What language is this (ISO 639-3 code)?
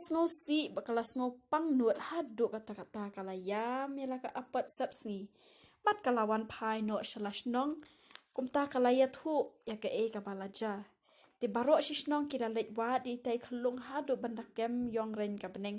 kha